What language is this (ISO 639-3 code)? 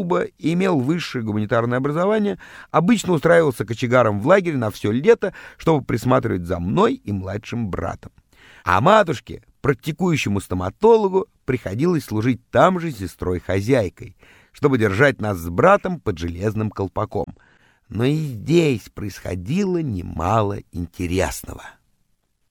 rus